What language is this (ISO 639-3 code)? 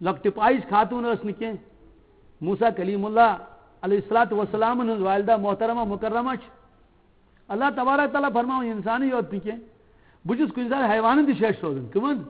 kas